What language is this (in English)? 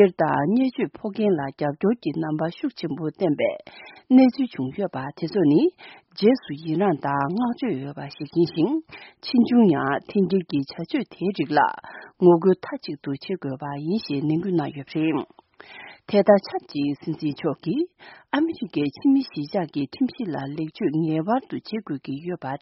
Tibetan